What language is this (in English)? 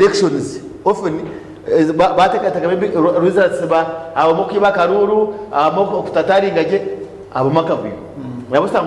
Nyankole